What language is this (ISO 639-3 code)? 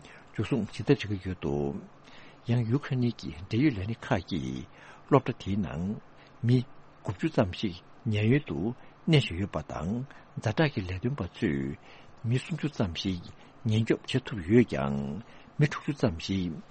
bod